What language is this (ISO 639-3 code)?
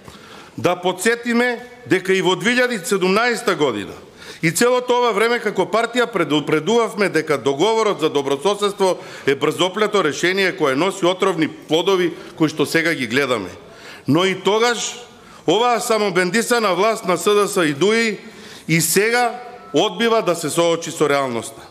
mkd